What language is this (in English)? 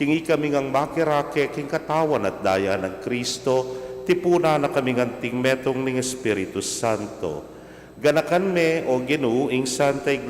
Pampanga